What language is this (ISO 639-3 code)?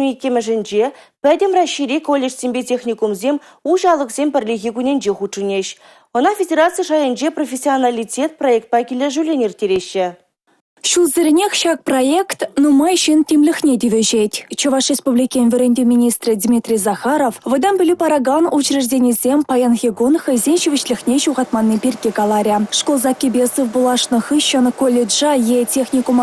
chv